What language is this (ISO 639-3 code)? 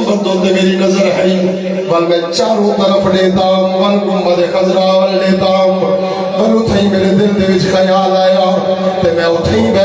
skr